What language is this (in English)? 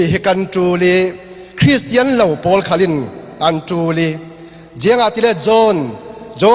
Falam Chin